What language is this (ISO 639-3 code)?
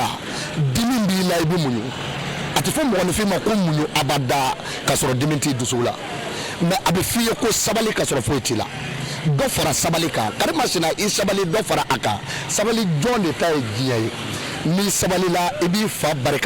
bam